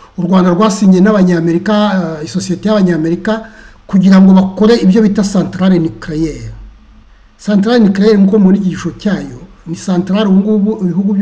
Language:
Kinyarwanda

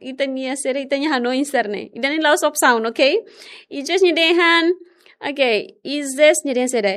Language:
Tetum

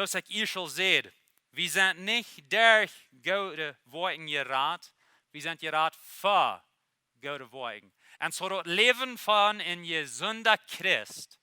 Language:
Plautdietsch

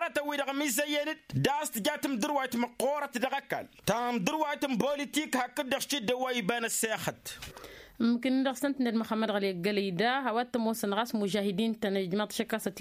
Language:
Tamasheq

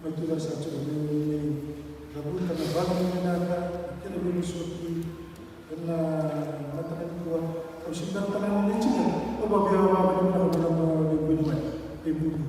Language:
Fijian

